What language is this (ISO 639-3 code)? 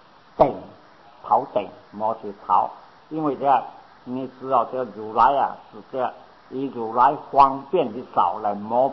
zho